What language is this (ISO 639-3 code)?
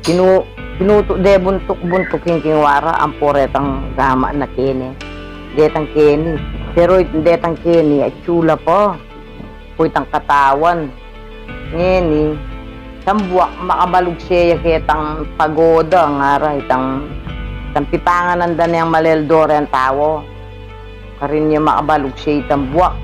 pam